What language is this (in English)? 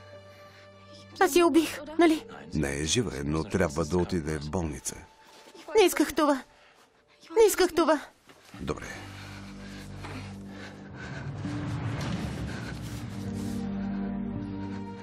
Bulgarian